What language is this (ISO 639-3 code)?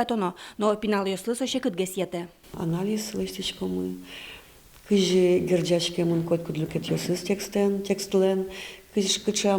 udm